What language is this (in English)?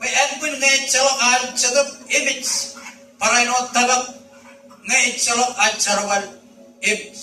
Marshallese